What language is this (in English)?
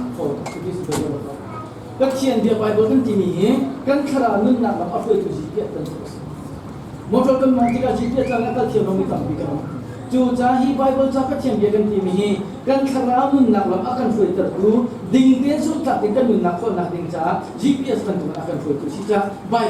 Hakha Chin